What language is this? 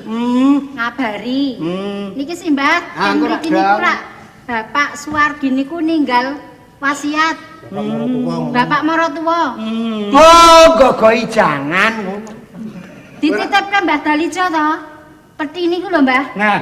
Javanese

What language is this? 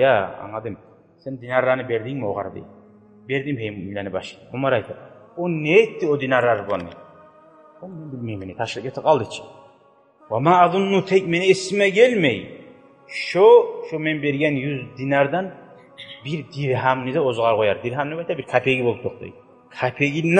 Kumyk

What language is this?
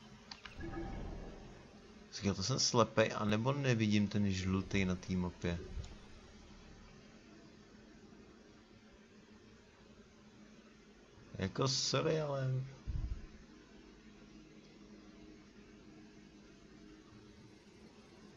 Czech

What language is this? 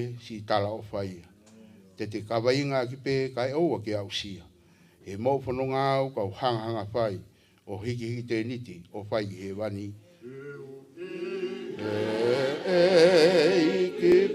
Tongan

